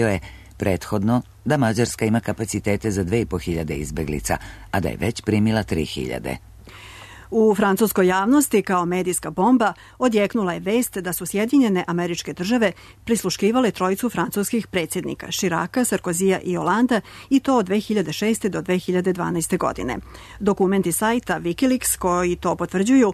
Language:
Serbian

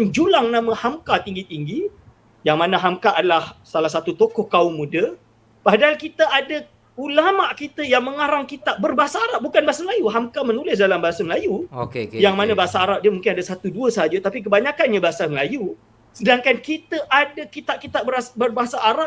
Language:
Malay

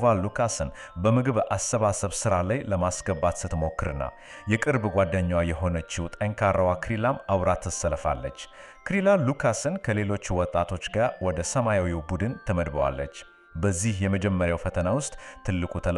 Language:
Amharic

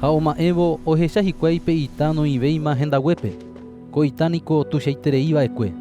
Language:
Guarani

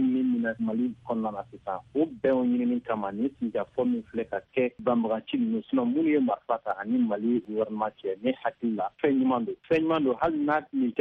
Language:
Bambara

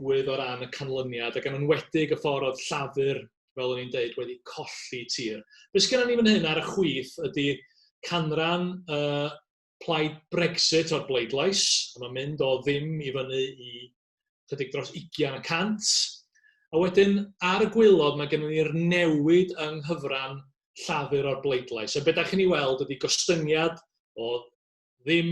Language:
Welsh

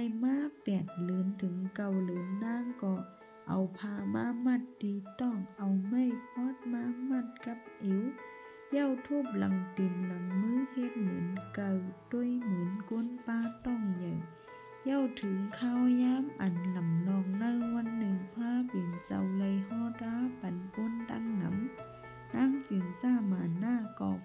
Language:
Shan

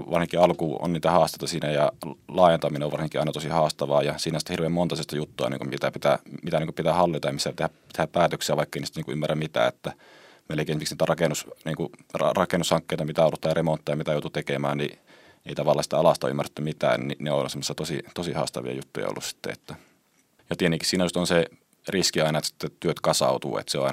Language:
Finnish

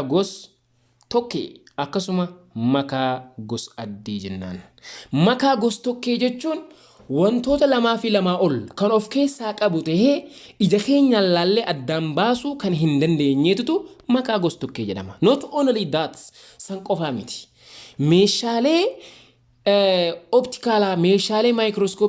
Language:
Oromo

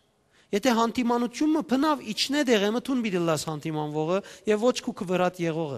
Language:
Western Armenian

